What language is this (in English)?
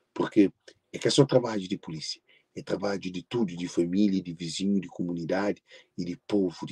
Kabuverdianu